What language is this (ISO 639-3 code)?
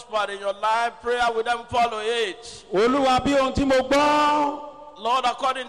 yor